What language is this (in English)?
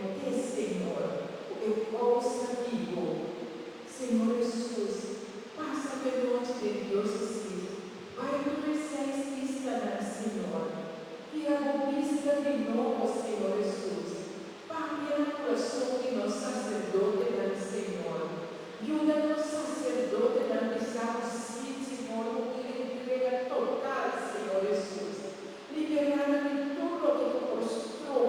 Papiamento